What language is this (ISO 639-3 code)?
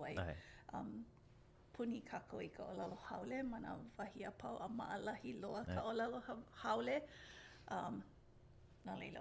haw